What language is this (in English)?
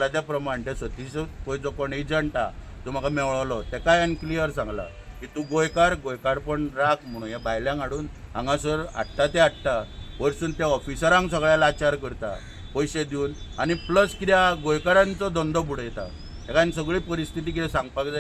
Konkani